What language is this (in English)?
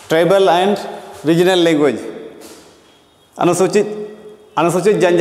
Hindi